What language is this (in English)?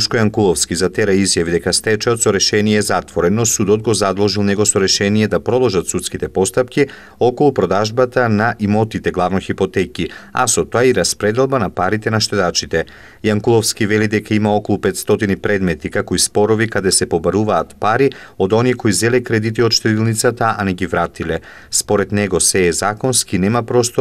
Macedonian